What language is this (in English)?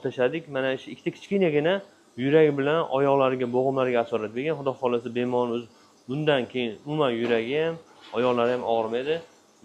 Uzbek